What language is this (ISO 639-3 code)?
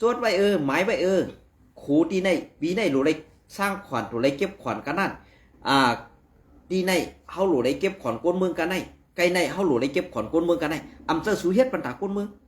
shn